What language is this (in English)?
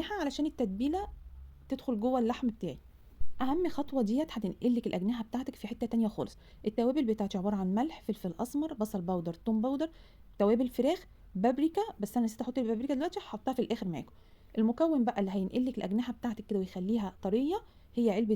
Egyptian Arabic